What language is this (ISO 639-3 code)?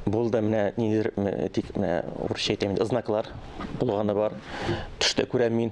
tat